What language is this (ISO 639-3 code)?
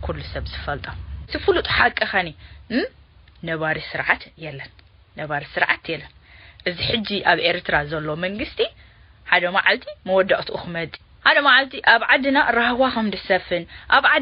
tir